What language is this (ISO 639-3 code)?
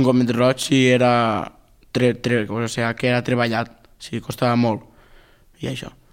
cat